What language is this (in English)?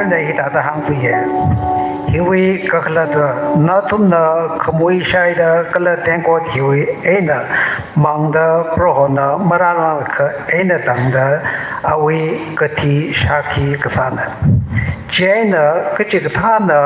Tangkhul Naga (India)